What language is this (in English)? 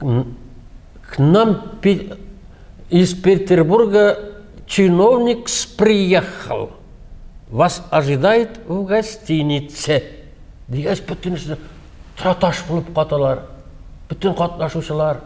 Tatar